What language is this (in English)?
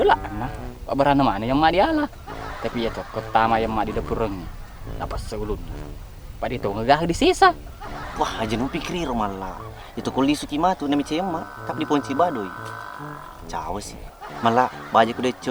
Buginese